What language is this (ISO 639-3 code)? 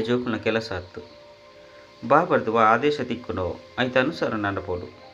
tcy